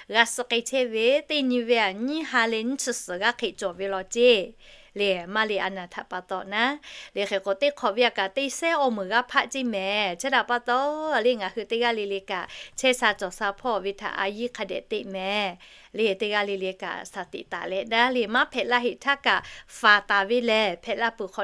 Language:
Lahu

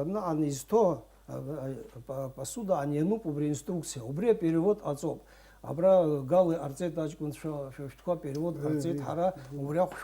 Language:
Abkhazian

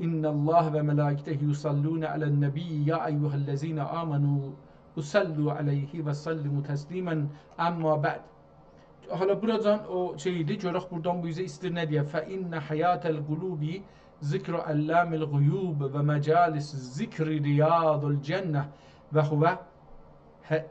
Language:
South Azerbaijani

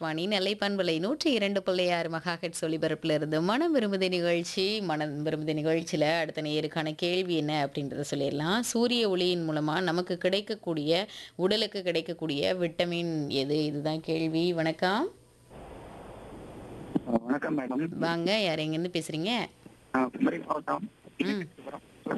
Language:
Tamil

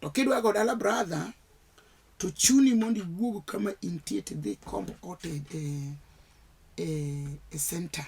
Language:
Luo (Kenya and Tanzania)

